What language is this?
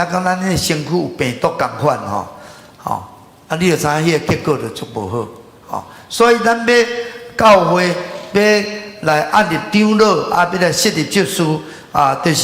Min Nan Chinese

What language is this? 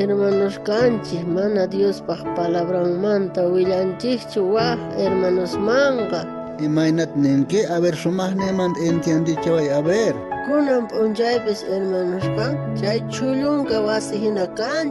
South Bolivian Quechua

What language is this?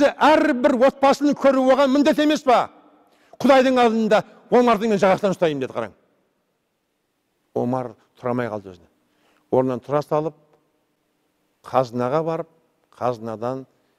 Kazakh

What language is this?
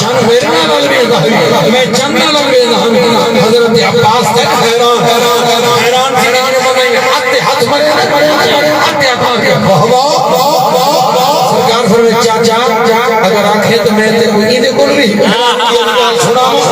Saraiki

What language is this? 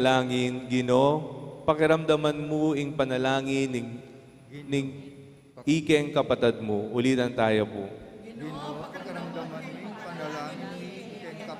Pampanga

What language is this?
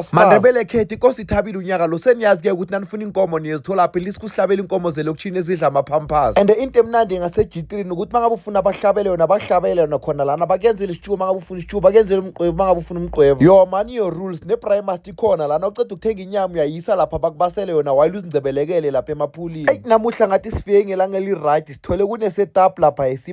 Zulu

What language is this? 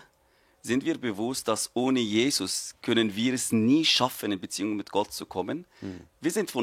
Swiss German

